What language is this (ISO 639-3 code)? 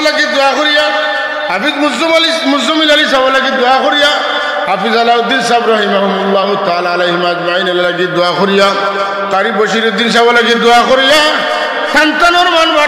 syl